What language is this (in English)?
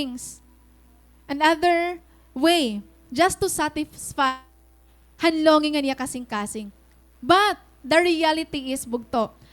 Waray